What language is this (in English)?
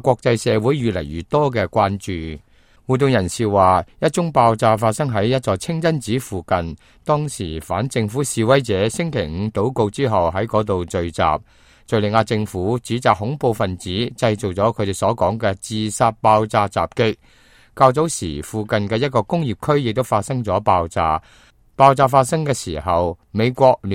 Cantonese